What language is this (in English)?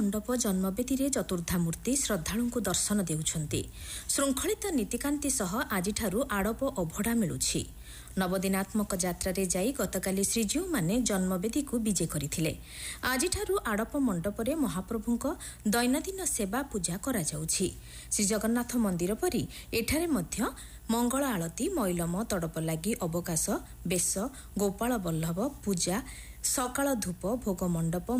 Odia